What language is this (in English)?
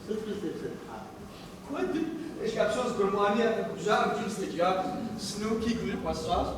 Kabardian